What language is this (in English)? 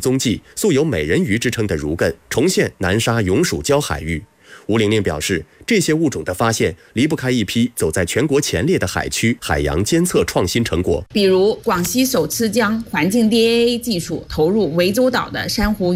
Chinese